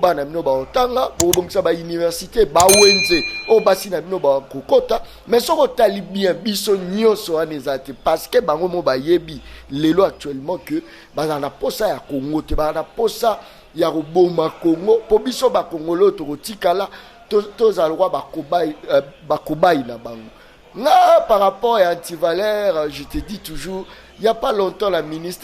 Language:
Lingala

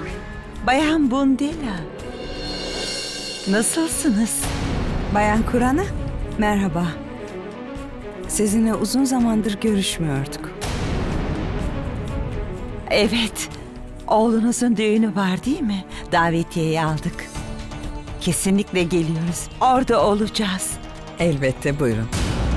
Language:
Turkish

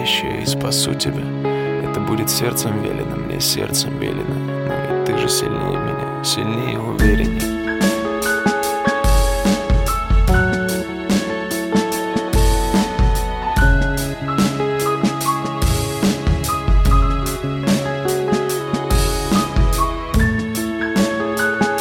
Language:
Russian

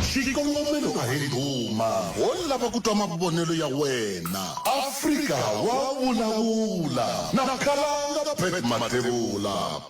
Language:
Tsonga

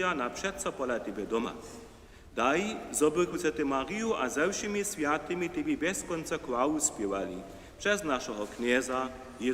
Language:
Upper Sorbian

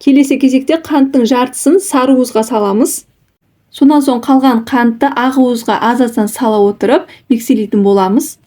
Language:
Kazakh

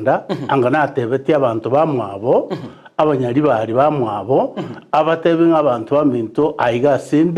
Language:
Gusii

